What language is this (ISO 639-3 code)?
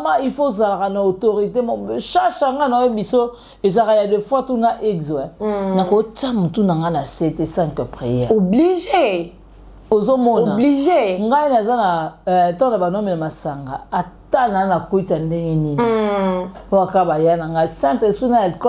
lin